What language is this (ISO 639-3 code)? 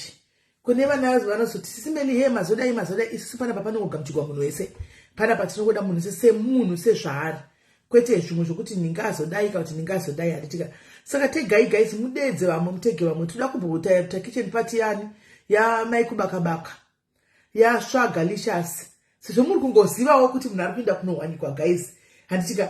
sna